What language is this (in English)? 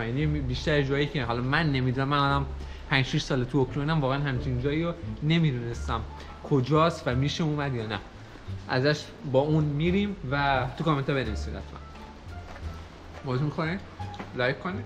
Persian